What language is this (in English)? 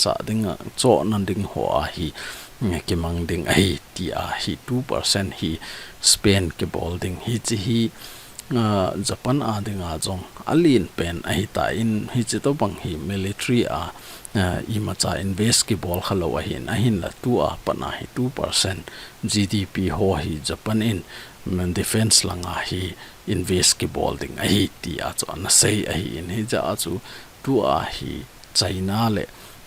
Thado Chin